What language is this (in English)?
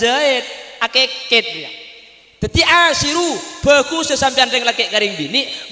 Madurese